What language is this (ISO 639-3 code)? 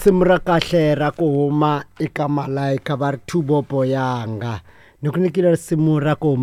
tso